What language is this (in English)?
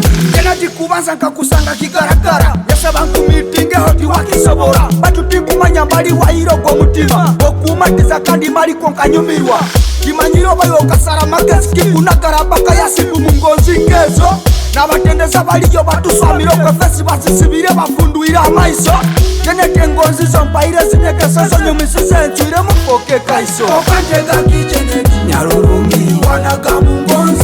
Tooro